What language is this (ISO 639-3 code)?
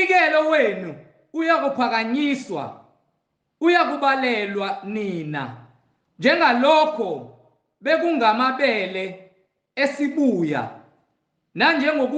zul